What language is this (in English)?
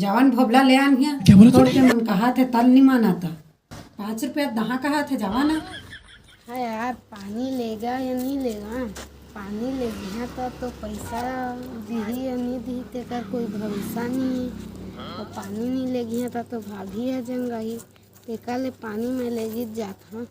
Chhattisgarhi